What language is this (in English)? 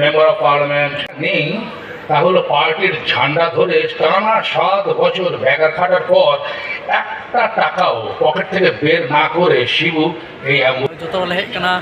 Santali